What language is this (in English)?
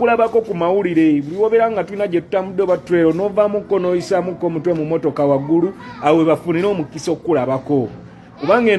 Ganda